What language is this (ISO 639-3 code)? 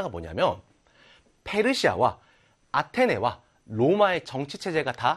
kor